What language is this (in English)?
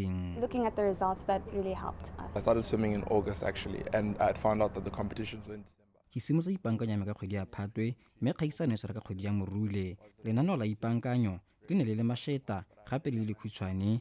Tswana